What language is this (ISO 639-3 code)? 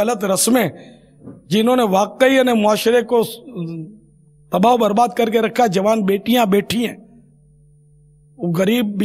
urd